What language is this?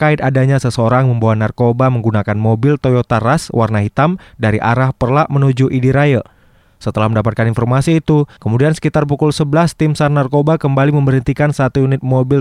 Indonesian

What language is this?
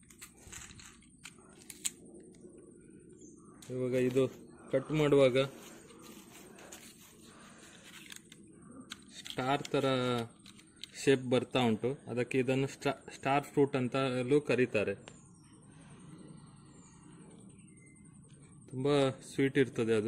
Kannada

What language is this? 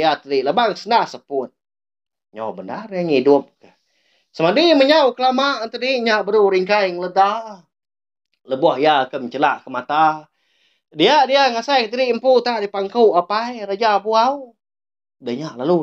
Iban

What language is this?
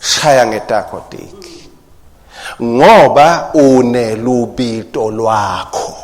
Swati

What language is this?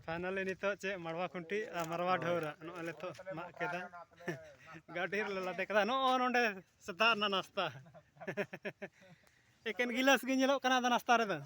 Santali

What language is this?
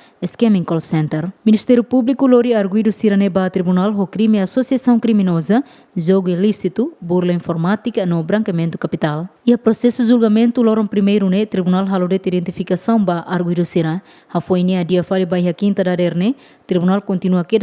Tetum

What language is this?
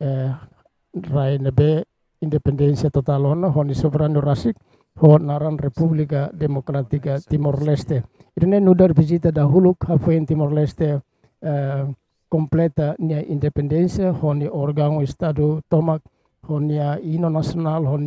Tetum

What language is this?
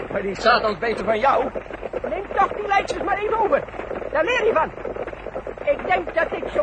Dutch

